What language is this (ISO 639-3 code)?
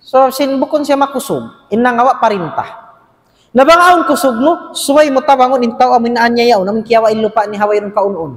tsg